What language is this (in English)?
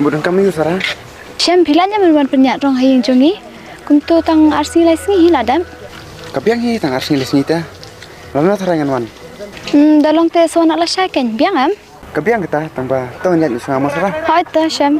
Khasi